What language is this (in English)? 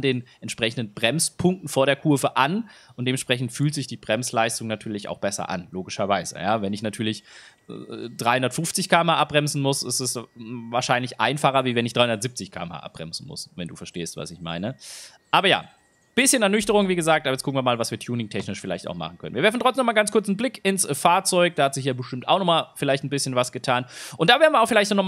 German